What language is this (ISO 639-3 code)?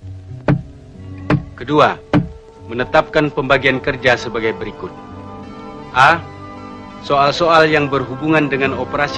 ind